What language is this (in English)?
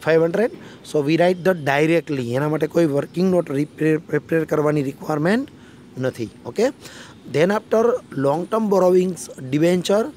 Gujarati